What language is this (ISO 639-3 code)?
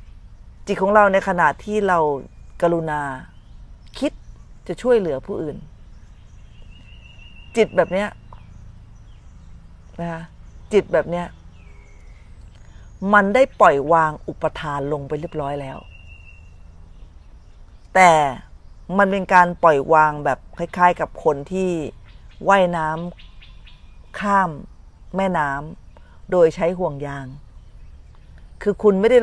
tha